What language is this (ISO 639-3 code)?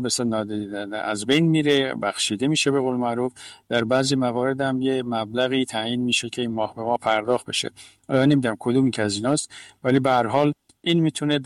fas